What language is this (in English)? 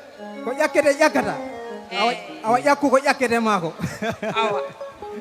Fula